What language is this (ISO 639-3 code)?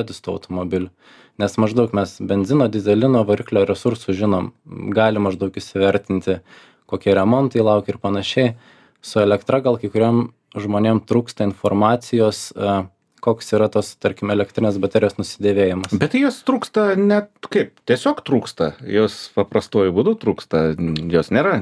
lit